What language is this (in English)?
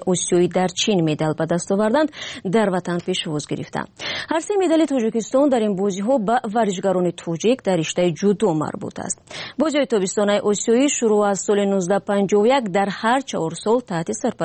Tajik